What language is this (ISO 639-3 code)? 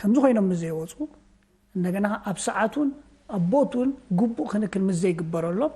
tir